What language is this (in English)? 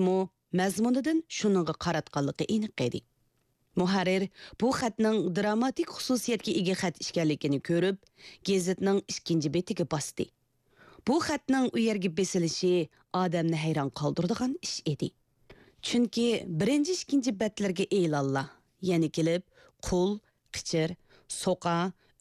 Uyghur